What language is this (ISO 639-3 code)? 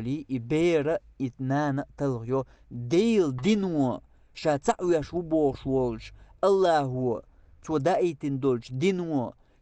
che